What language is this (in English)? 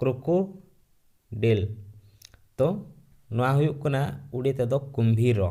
Santali